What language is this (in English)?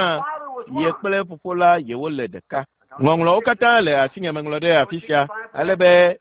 Ewe